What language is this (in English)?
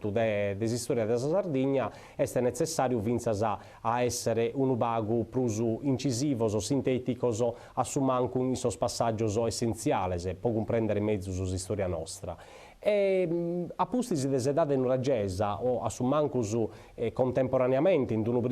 Sardinian